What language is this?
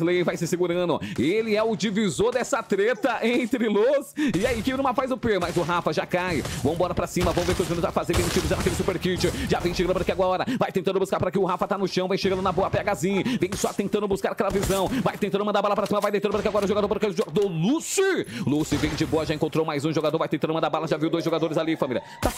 Portuguese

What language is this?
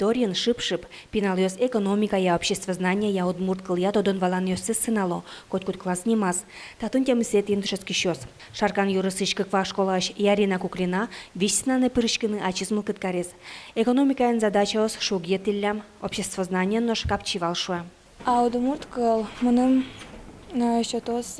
Udmurt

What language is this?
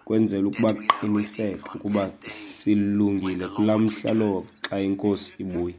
Xhosa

